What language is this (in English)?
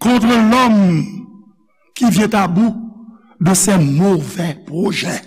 Haitian Creole